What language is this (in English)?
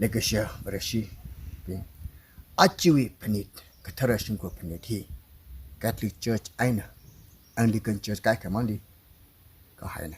Tangkhul Naga (India)